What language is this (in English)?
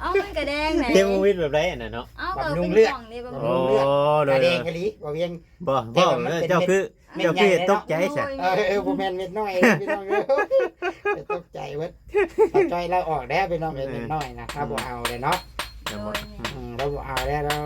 Northeastern Thai